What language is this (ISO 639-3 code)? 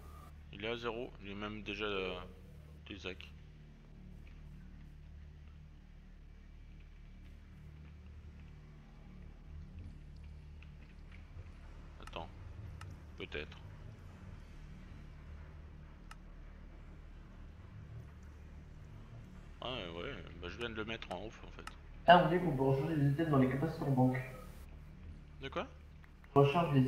fra